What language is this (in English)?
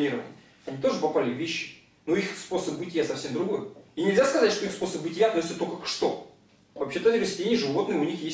Russian